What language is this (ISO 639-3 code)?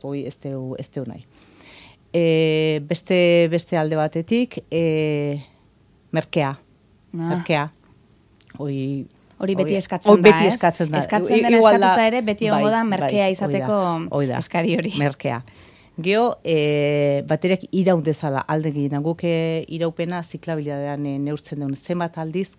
eus